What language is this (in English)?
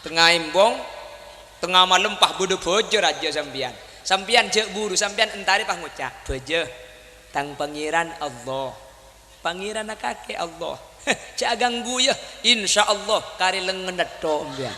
Madurese